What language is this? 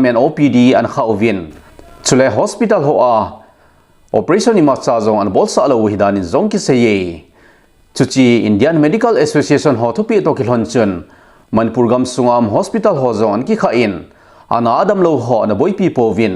Thado Chin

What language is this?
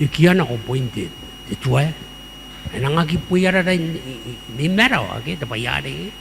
Gilbertese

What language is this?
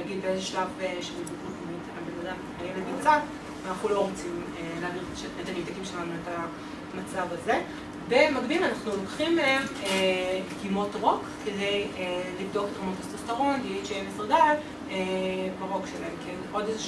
Hebrew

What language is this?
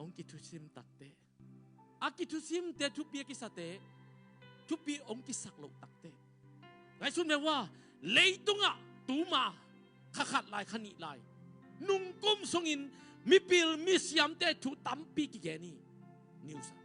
Tedim Chin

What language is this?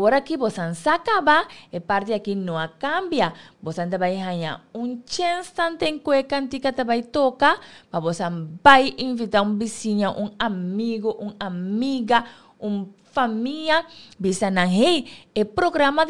Papiamento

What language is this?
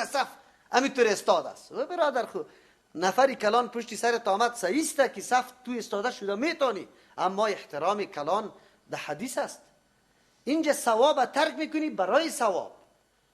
Persian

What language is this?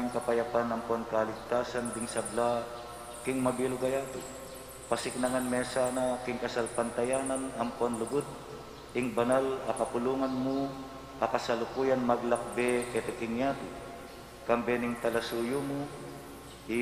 Pampanga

